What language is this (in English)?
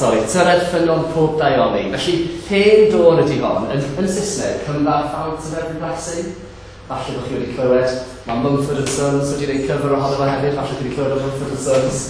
Welsh